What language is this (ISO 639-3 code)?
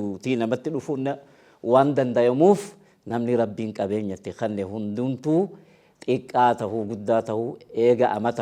orm